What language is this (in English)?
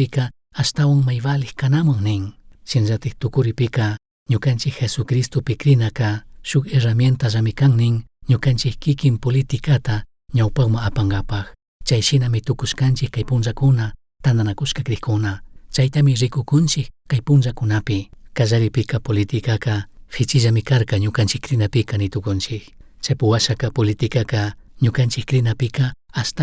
Chimborazo Highland Quichua